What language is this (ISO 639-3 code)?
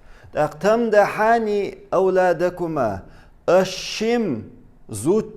che